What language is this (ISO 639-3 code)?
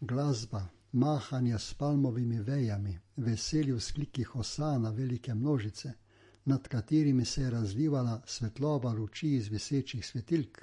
slv